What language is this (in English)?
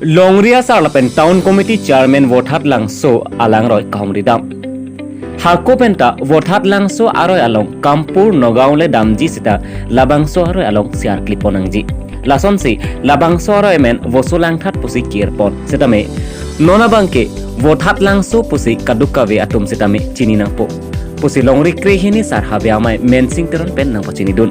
Karbi